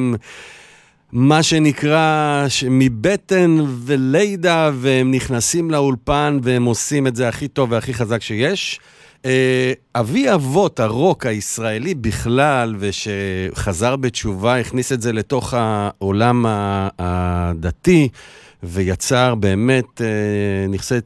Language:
Hebrew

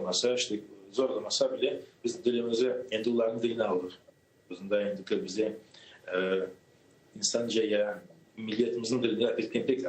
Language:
Crimean Tatar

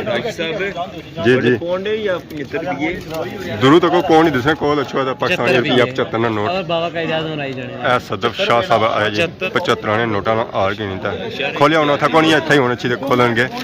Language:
Pahari-Potwari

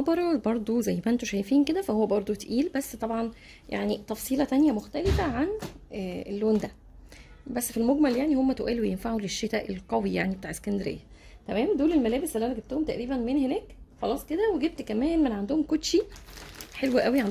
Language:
Egyptian Arabic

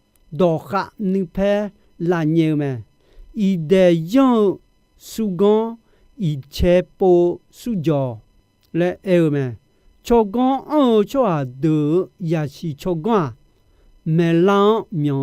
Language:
Akha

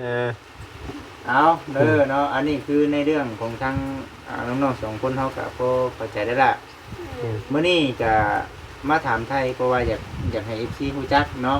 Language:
Northeastern Thai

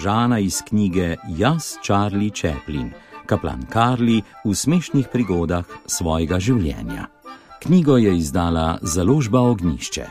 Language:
Slovenian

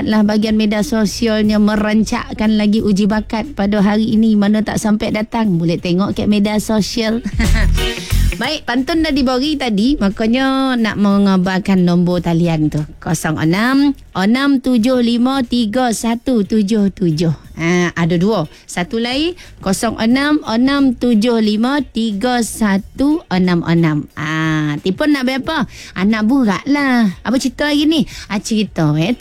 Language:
Malay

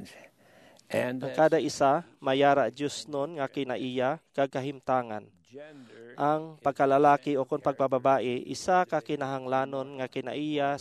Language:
Hiligaynon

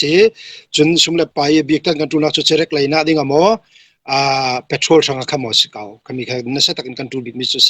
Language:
Falam Chin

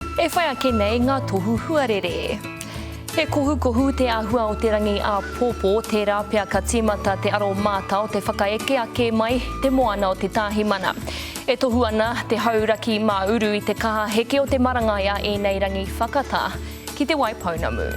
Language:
Māori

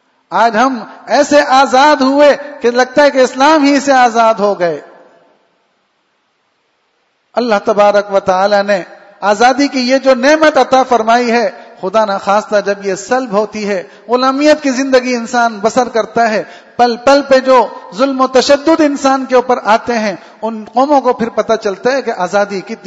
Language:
Urdu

